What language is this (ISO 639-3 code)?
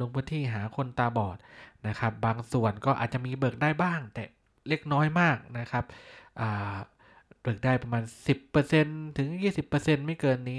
tha